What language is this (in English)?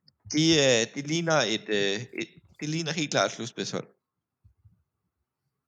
Danish